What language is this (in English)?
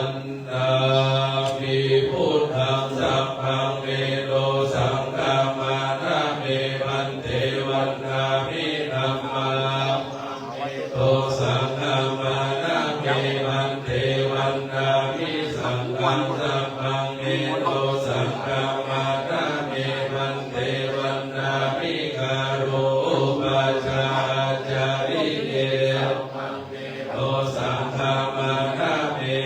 Pali